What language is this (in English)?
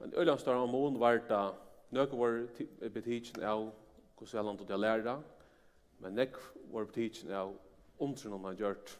Faroese